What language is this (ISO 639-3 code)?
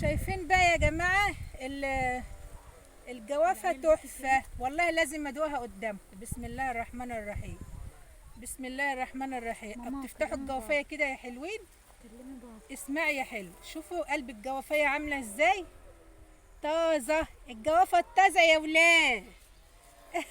arz